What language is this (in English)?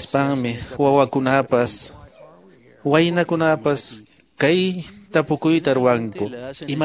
Quechua